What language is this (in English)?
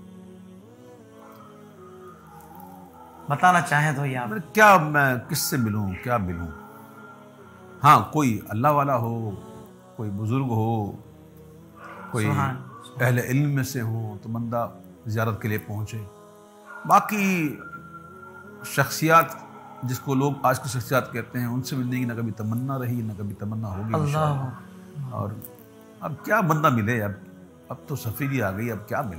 Urdu